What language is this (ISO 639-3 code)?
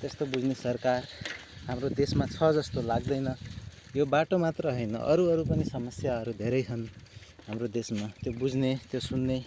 nep